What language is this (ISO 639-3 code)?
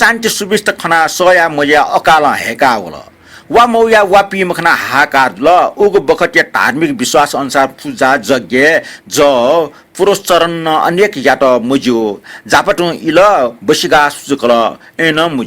new